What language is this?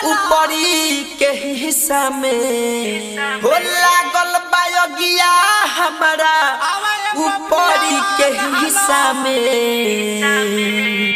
Bhojpuri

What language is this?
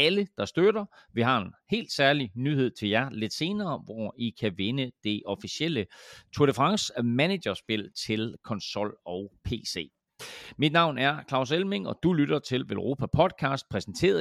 Danish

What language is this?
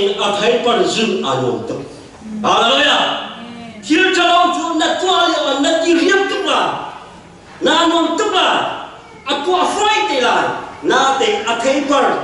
Hakha Chin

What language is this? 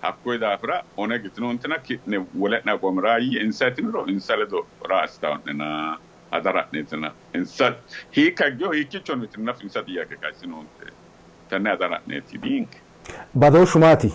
Sidamo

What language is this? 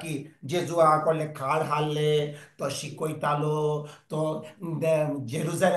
Konkani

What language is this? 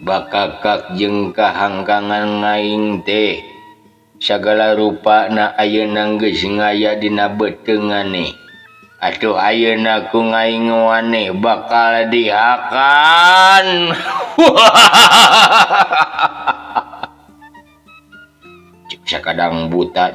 Sundanese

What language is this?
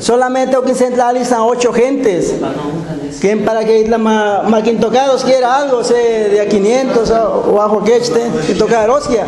Guerrero Nahuatl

